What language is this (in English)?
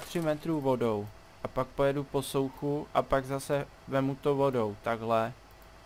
Czech